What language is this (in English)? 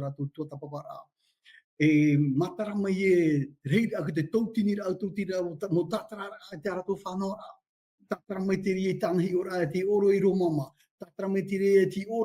Tahitian